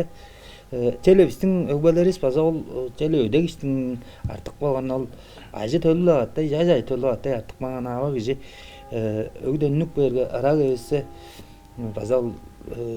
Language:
Tuvinian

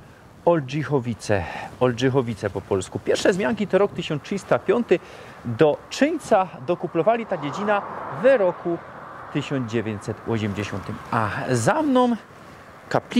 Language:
Silesian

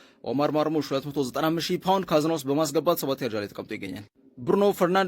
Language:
Amharic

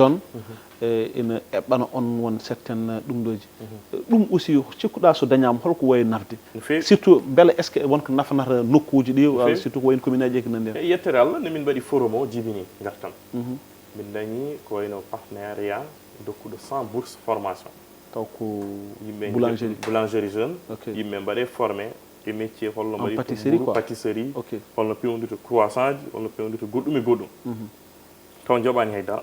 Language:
Fula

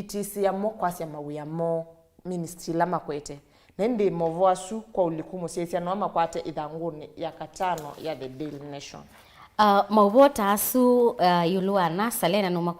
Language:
Kamba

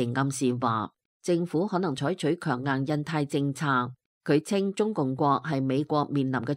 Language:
Cantonese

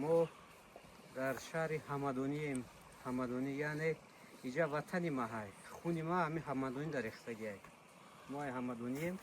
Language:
Tajik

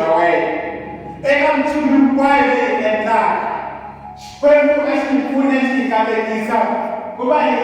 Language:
Tsonga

